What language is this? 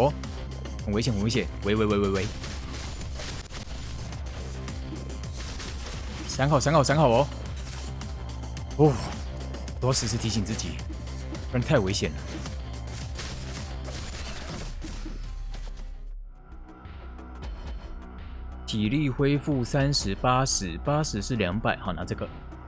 Chinese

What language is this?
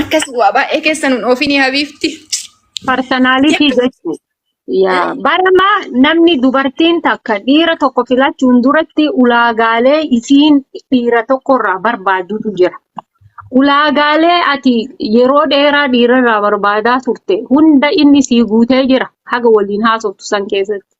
Oromo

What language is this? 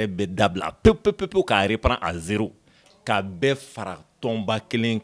Bambara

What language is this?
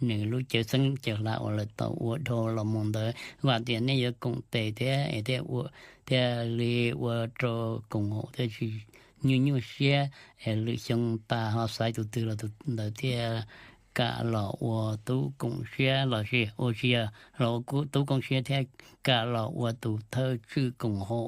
Hmong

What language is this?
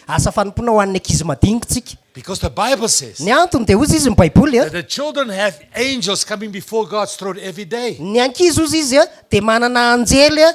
Malagasy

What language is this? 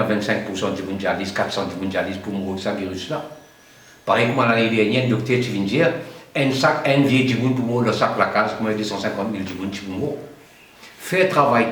Morisyen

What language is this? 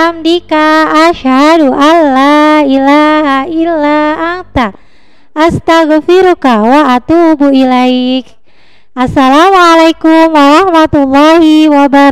Indonesian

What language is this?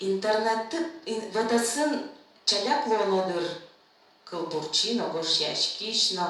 Udmurt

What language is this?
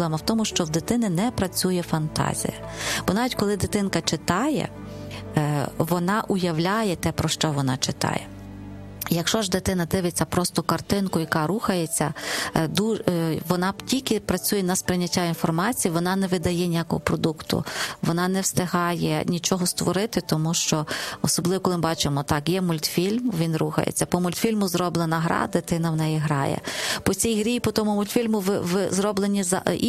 Ukrainian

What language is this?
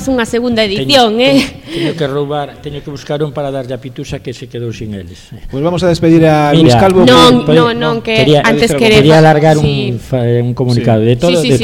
Galician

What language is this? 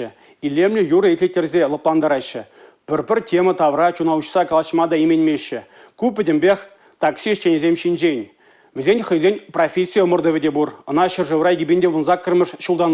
Chuvash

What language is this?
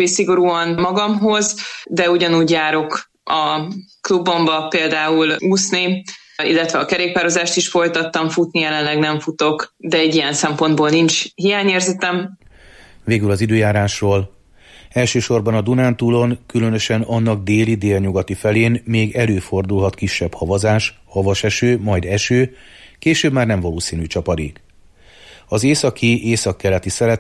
Hungarian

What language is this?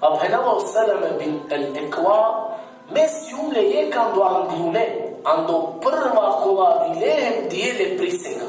Balkan Romani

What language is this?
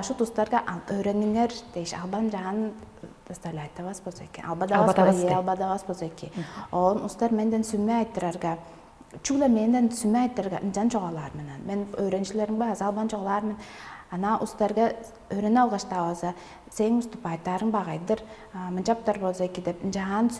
Tuvinian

